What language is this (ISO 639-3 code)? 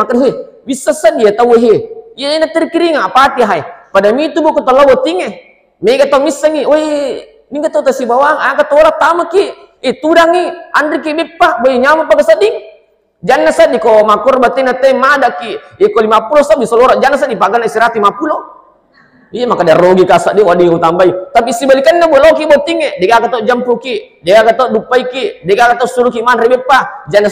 bug